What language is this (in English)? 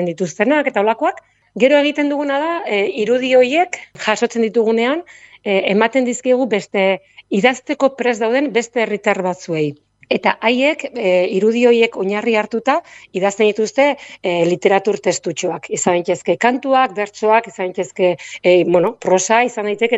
Basque